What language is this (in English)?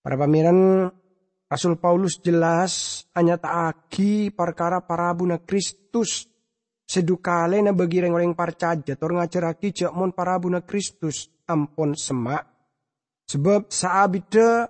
Madurese